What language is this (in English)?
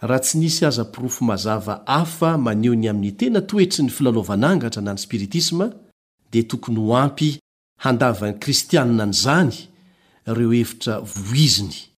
Malagasy